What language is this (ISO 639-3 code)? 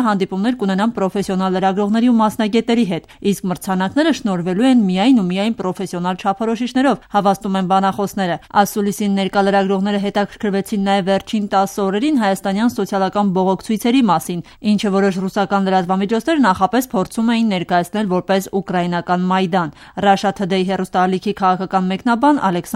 hye